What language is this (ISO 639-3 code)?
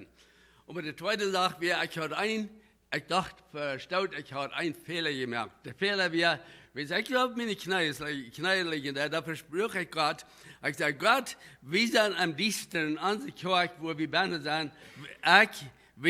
pdt